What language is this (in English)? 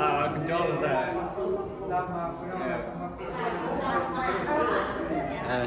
Central Mnong